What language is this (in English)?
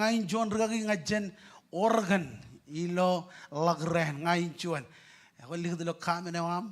Marshallese